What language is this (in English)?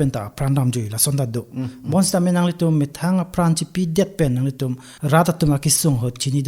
Karbi